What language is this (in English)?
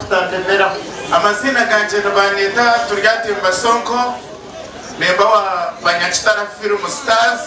Nyankole